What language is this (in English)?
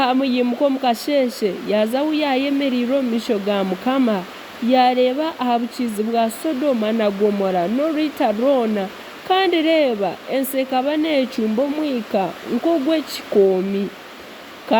Nyankole